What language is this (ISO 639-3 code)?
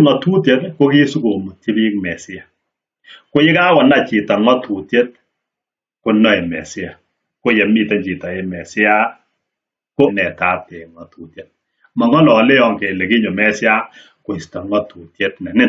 kln